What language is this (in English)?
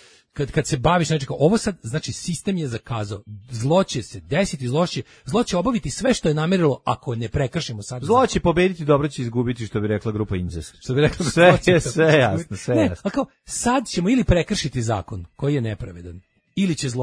Serbian